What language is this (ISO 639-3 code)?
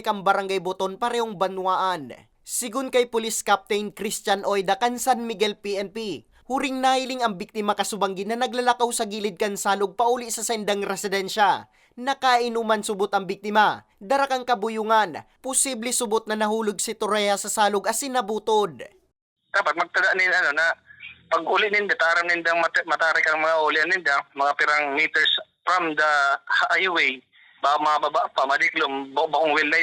bik